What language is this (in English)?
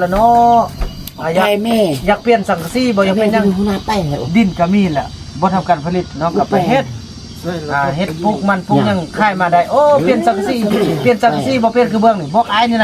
Northeastern Thai